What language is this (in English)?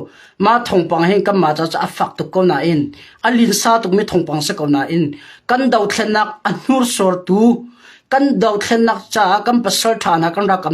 Hakha Chin